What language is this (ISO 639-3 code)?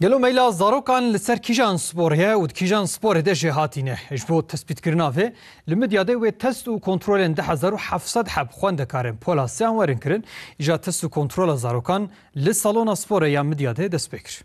kur